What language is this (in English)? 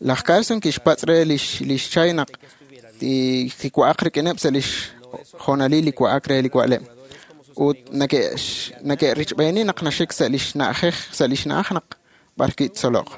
Kekchí